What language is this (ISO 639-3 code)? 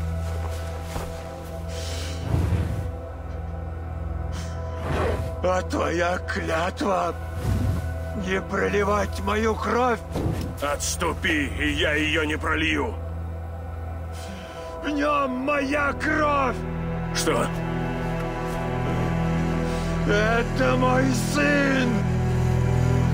rus